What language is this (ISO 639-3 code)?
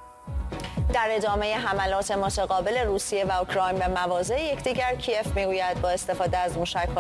fas